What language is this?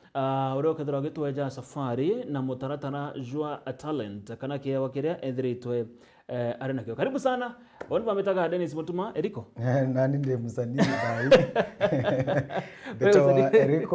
Meru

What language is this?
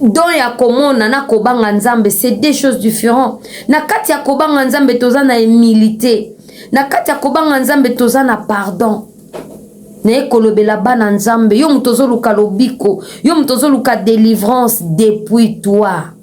Lingala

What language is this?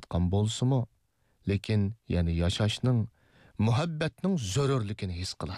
Uyghur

